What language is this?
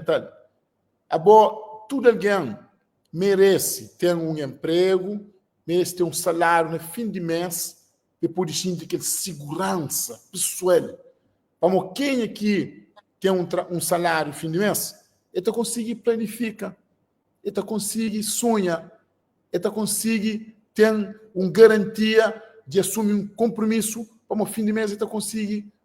Kabuverdianu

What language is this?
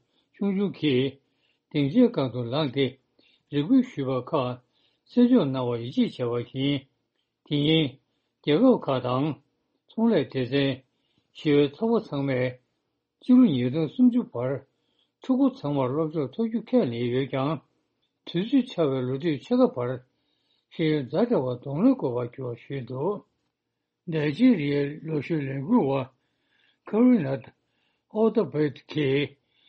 Tibetan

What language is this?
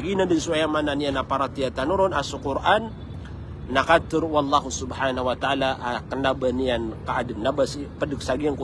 Maranao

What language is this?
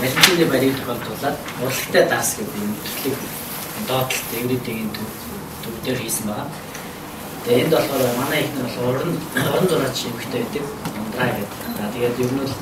Mongolian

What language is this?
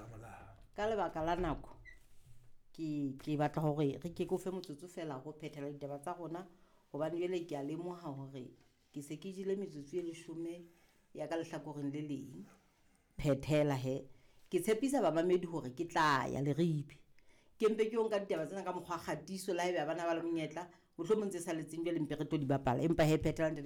Southern Sotho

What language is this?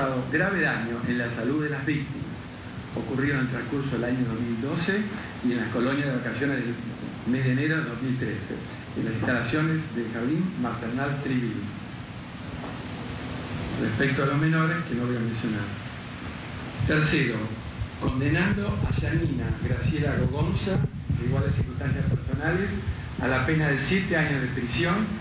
Spanish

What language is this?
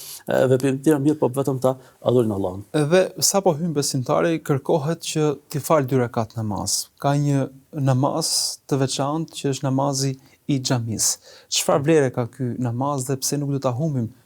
Albanian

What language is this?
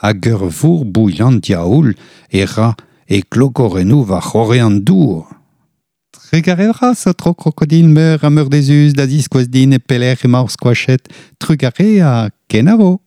Breton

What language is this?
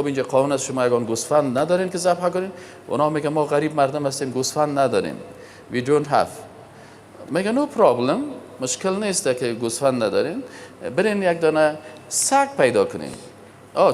Persian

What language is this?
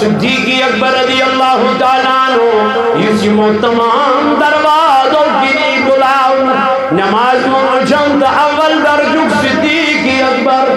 Kashmiri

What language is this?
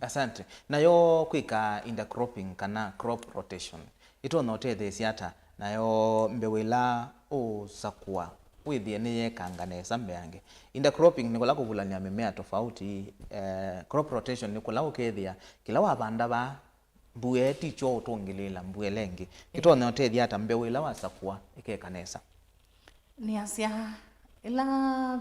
Kamba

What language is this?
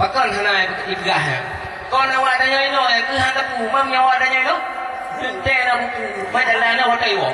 Achinese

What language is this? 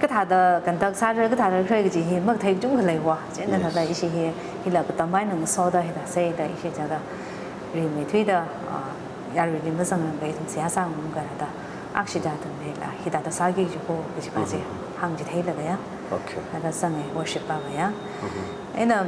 Tangkhul Naga (India)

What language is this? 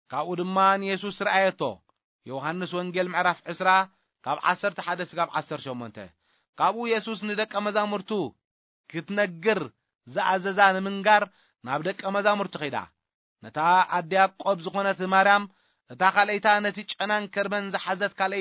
Tigrinya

